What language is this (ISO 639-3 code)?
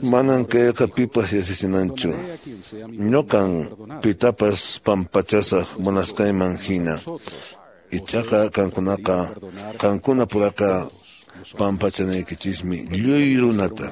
que